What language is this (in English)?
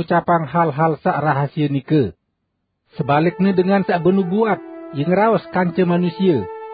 Sasak